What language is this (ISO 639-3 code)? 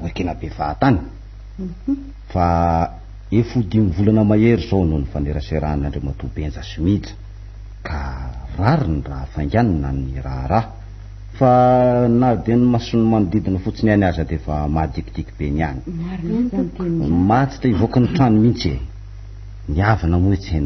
mlg